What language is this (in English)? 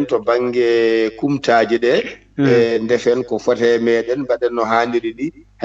Fula